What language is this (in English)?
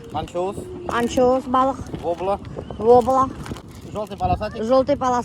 Bashkir